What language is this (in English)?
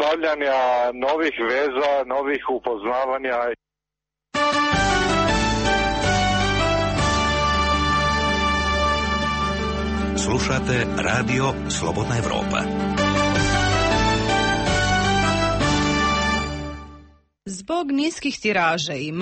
Serbian